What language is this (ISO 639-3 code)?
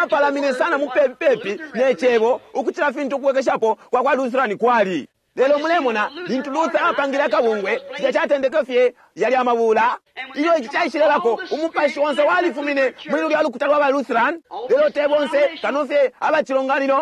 bem